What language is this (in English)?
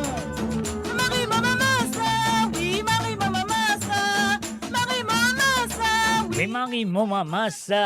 Morisyen